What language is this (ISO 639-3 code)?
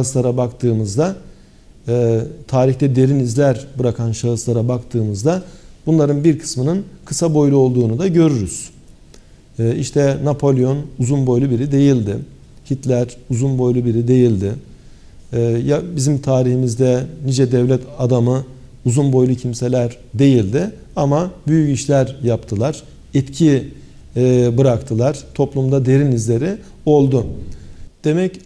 tur